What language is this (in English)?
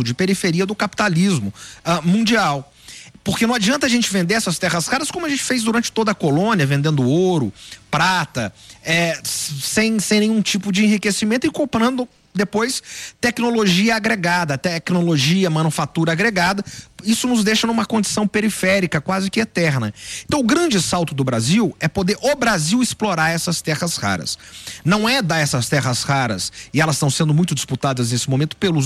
Portuguese